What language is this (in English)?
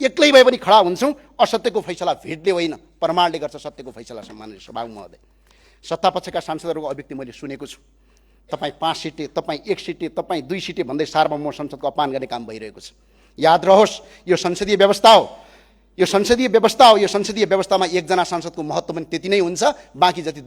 Nepali